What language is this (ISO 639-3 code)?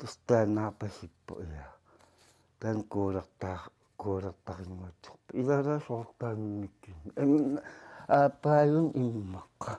kal